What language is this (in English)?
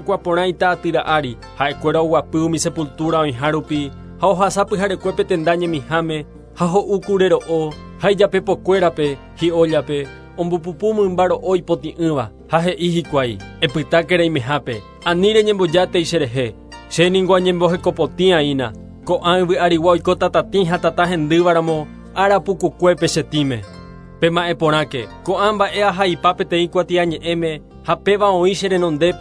Guarani